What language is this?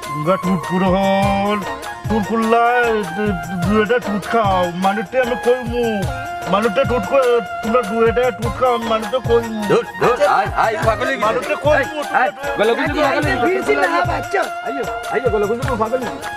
Sylheti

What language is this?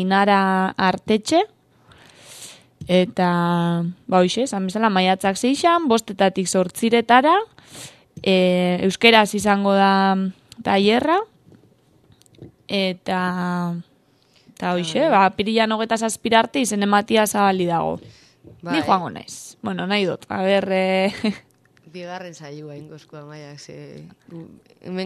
Basque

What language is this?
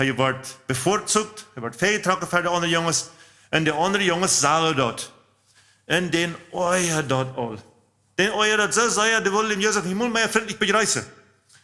Plautdietsch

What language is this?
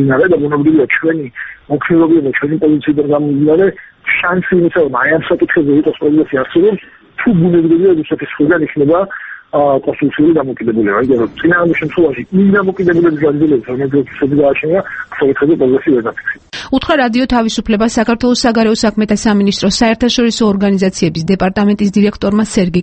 Georgian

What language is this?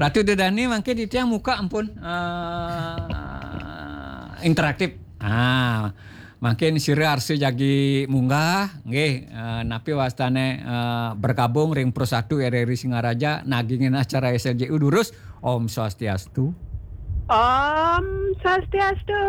Balinese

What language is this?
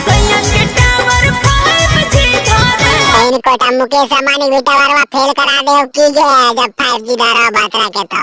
Magahi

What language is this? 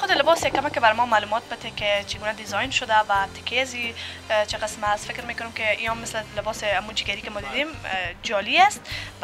Persian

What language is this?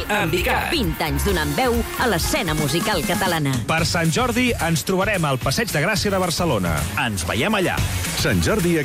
Catalan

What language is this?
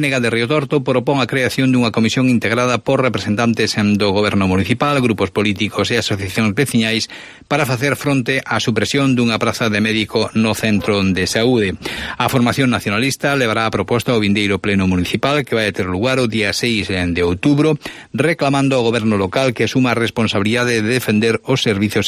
Galician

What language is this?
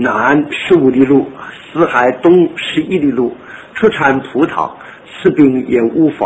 Chinese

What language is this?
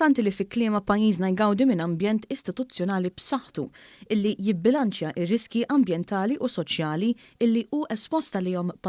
Maltese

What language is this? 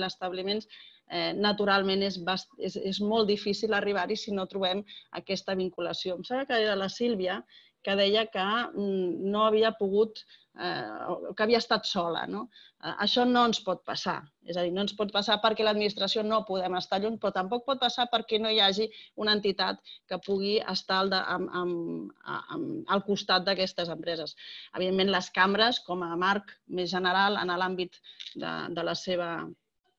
Catalan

